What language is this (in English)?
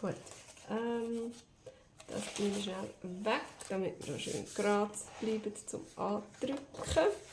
Swiss German